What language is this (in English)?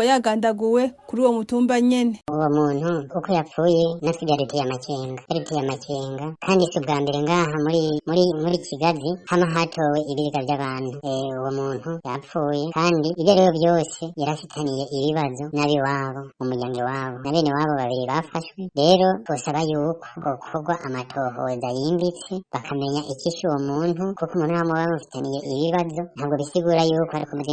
Rundi